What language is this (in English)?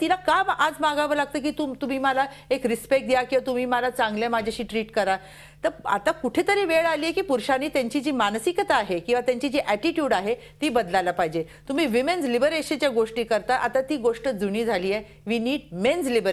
Marathi